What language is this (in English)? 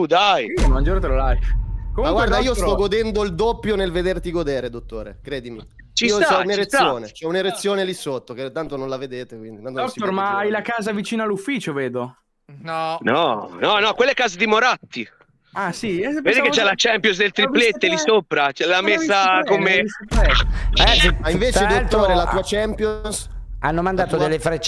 Italian